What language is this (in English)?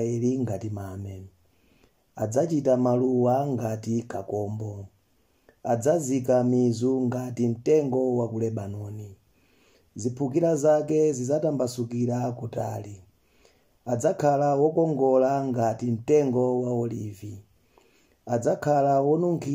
Nyanja